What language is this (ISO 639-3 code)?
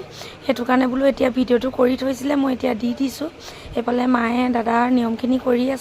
asm